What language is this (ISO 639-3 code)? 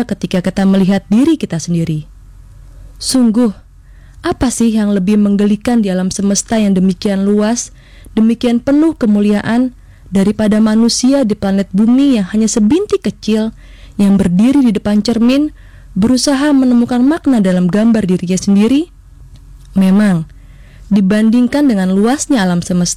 ind